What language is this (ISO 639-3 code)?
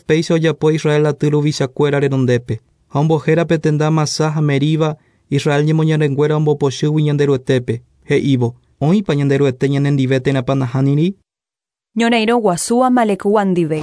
grn